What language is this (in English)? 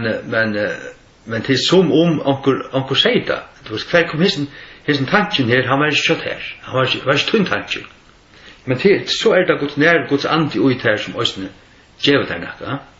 Faroese